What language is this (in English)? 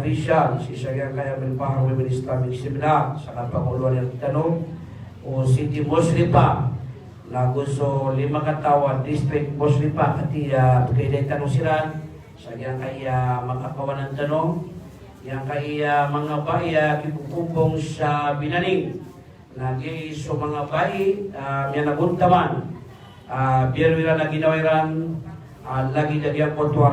Maranao